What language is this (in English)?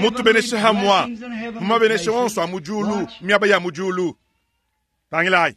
Luba-Lulua